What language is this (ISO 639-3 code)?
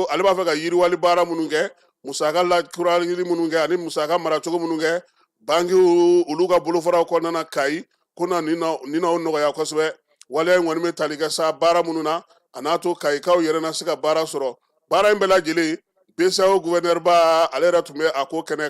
bam